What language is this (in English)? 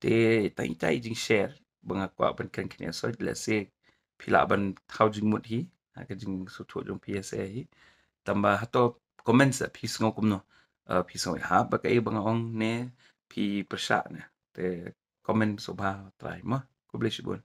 Khasi